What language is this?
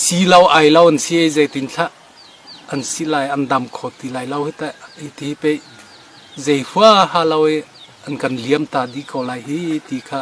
Hakha Chin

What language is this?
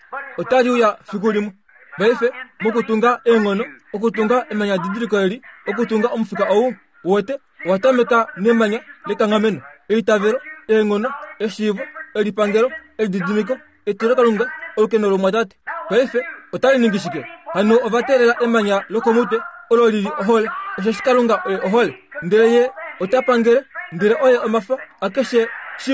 Kuanyama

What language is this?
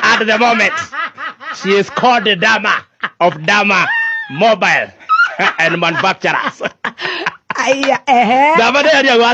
Kikuyu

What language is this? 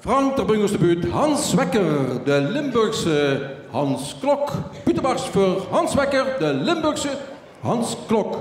Limburgish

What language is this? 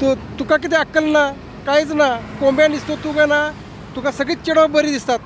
Konkani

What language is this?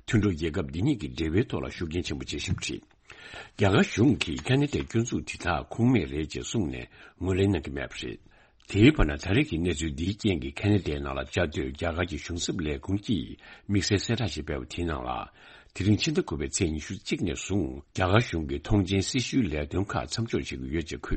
Tibetan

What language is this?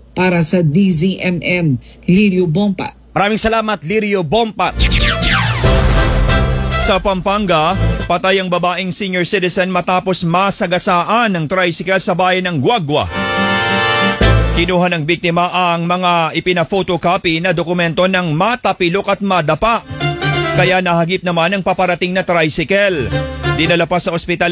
Filipino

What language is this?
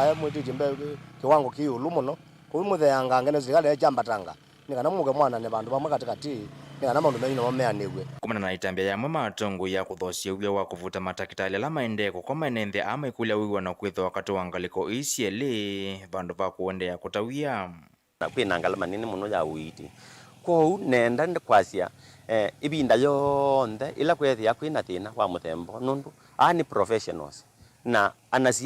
Kamba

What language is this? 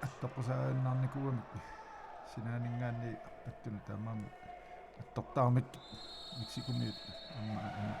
Kalaallisut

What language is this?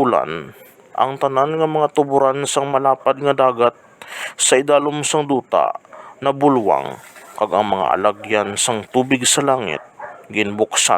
Hiligaynon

